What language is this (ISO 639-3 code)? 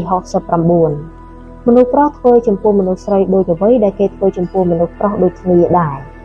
khm